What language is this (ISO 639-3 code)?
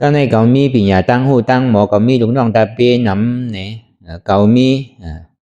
shn